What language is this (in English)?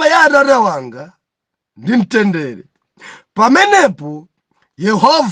Nyanja